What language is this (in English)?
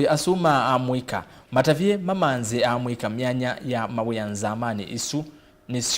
Kamba